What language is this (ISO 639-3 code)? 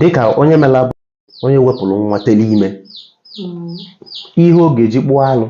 ibo